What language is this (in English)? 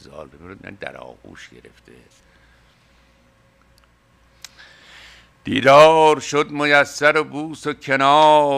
Persian